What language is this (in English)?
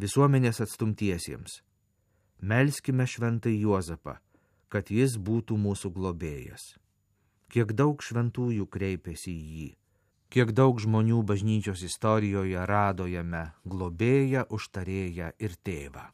Lithuanian